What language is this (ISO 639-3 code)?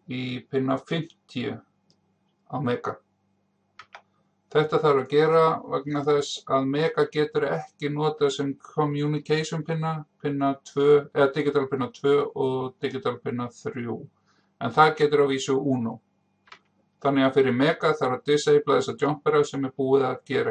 isl